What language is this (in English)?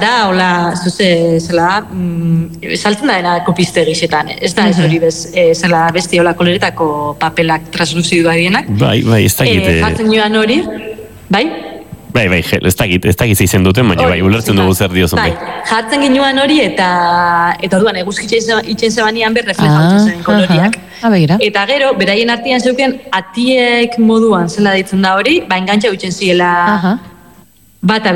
Basque